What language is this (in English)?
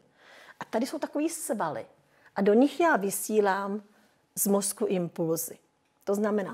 Czech